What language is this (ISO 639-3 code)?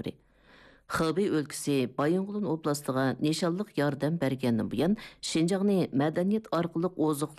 uig